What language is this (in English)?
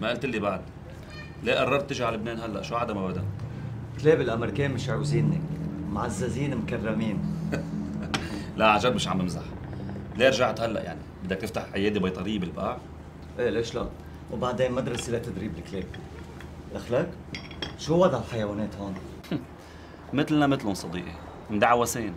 North Levantine Arabic